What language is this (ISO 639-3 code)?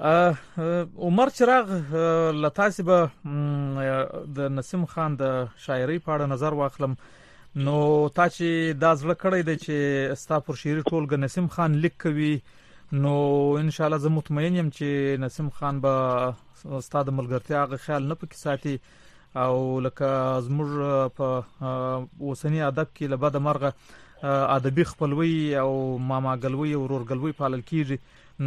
pus